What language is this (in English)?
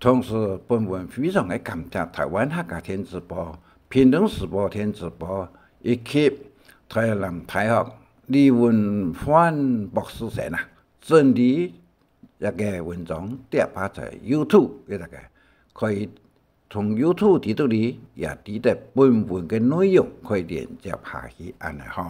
Hakka Chinese